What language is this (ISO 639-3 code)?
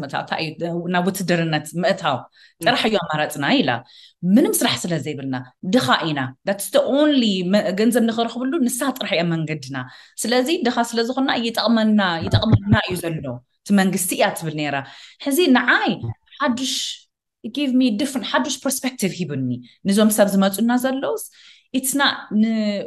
tir